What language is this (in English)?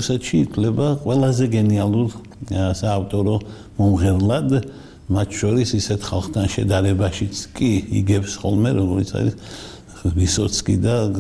Georgian